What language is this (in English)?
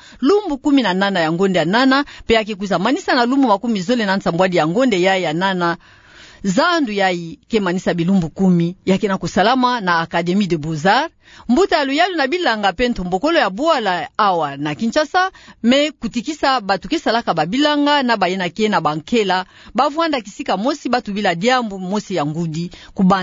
Kituba (Democratic Republic of Congo)